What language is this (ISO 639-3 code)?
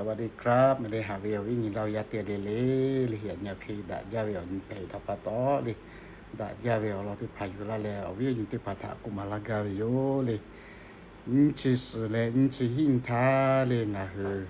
lhu